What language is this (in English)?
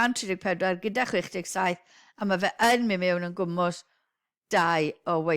Welsh